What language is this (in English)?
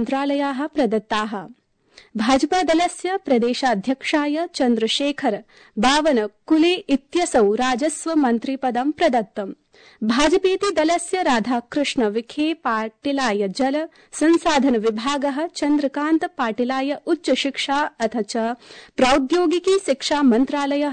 Sanskrit